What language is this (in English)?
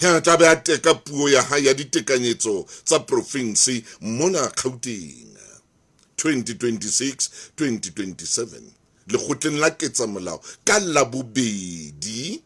Southern Sotho